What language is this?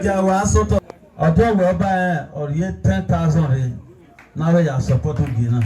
Bini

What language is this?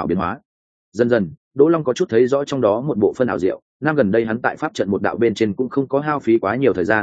Vietnamese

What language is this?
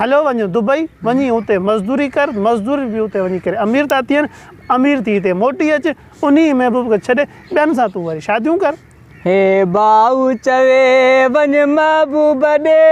Sindhi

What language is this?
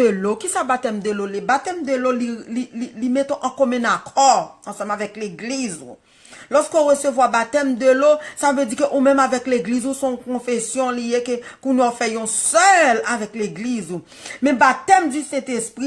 Haitian Creole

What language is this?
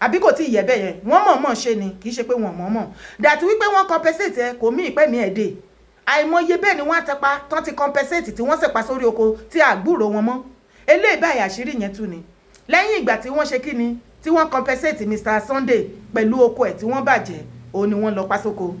Yoruba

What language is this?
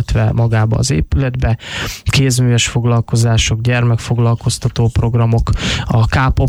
Hungarian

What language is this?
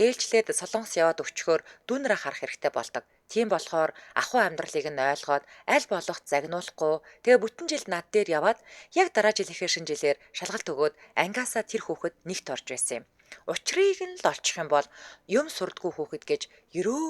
Mongolian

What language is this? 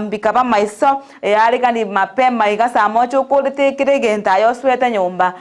Gusii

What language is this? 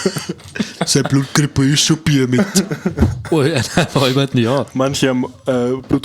Bavarian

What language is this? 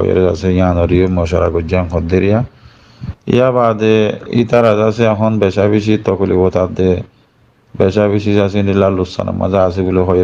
Rohingya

